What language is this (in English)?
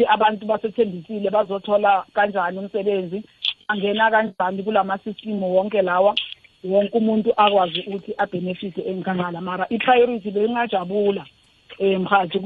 South Ndebele